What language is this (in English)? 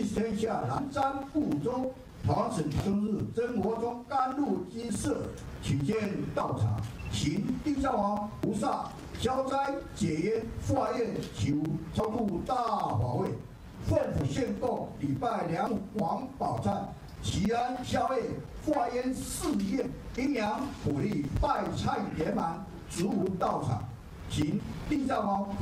Chinese